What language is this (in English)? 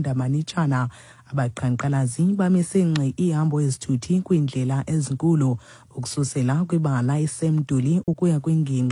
Xhosa